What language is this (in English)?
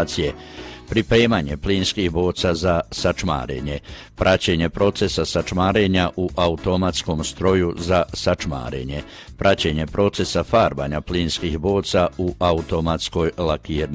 Croatian